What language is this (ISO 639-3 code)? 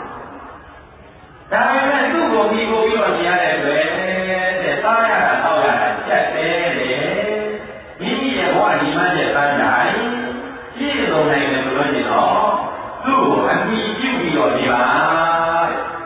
mya